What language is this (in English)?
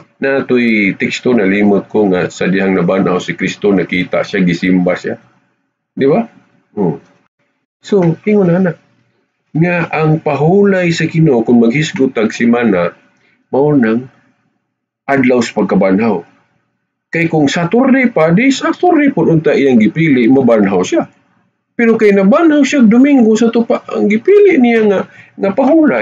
Cebuano